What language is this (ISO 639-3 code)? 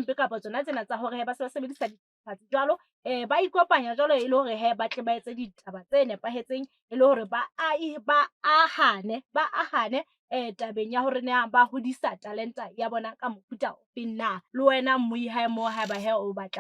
sot